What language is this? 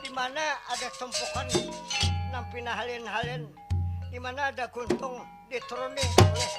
Banjar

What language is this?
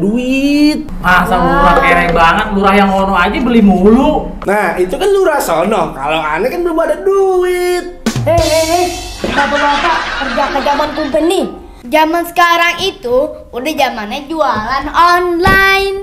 Betawi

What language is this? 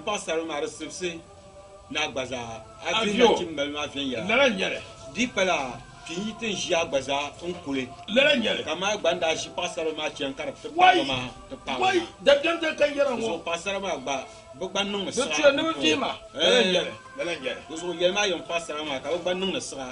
Dagbani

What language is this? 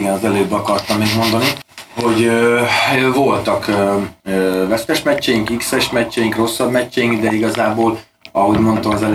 Hungarian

